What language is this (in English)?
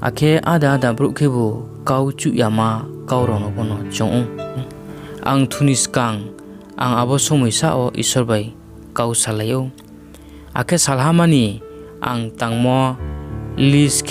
Riang (India)